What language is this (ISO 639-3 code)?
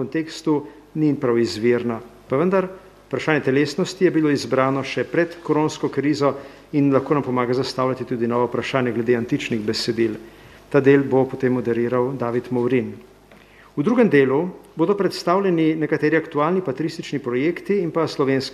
slv